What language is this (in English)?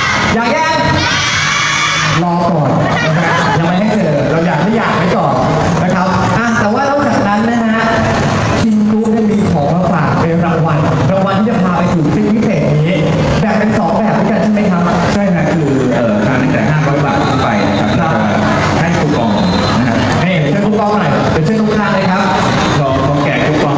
Thai